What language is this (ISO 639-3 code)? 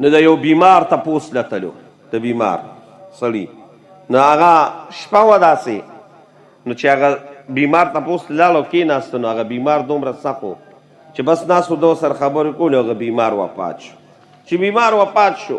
pus